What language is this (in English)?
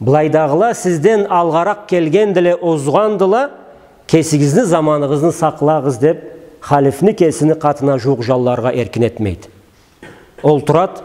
Karachay-Balkar